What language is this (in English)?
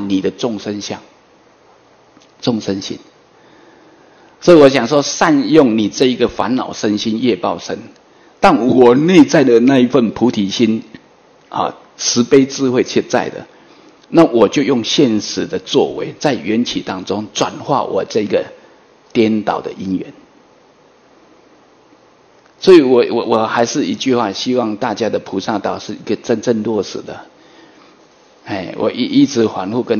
Chinese